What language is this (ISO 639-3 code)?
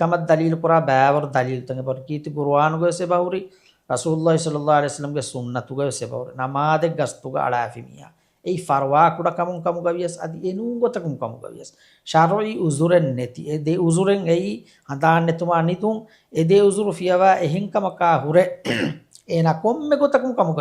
div